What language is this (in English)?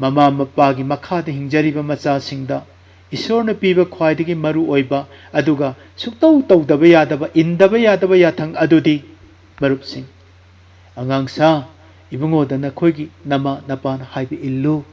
Manipuri